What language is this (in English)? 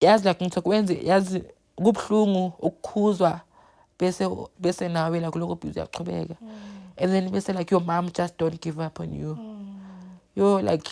Zulu